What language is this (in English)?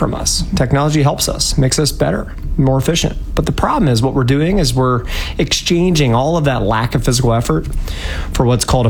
English